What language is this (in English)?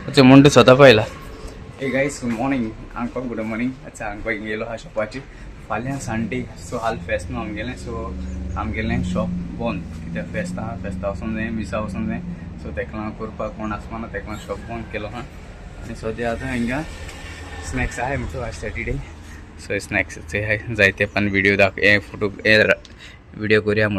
Konkani